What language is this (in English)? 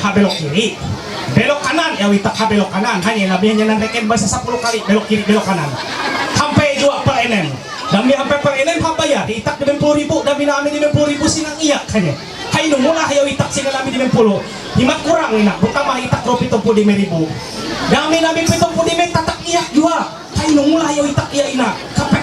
Ma'anyan